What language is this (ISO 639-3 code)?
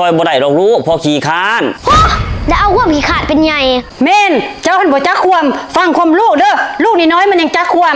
lao